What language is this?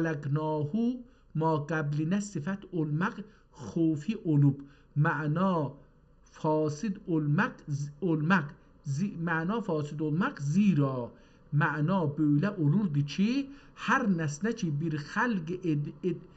South Azerbaijani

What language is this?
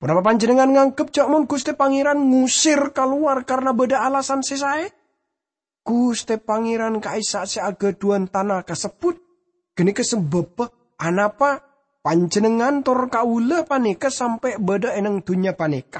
Madurese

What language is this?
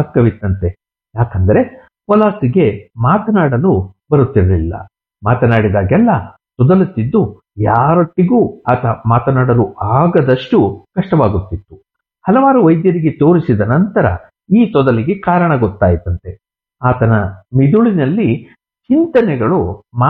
Kannada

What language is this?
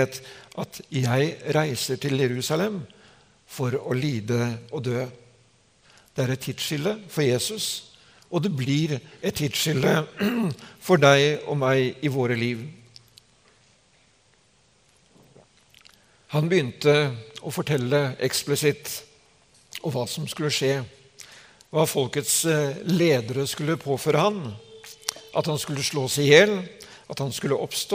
Norwegian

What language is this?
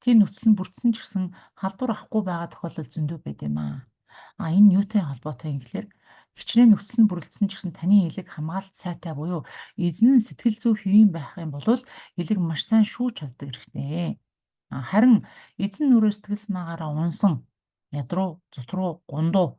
Mongolian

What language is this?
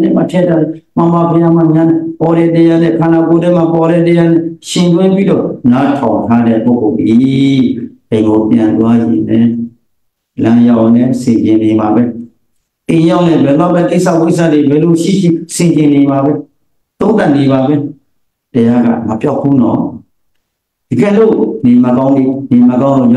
Burmese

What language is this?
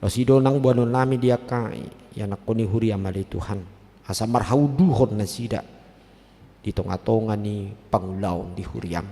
Batak Toba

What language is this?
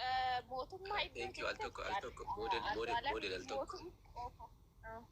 Oromo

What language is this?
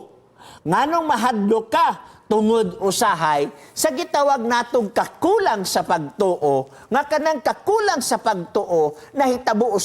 Cebuano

